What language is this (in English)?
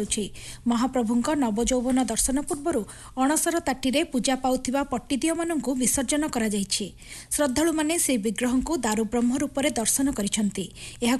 Odia